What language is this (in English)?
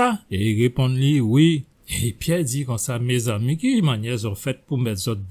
Guadeloupean Creole French